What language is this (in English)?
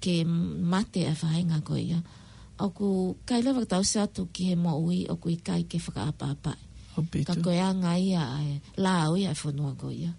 Tongan